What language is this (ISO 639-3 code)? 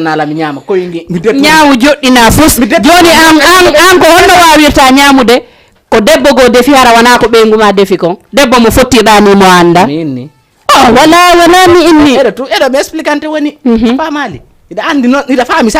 ful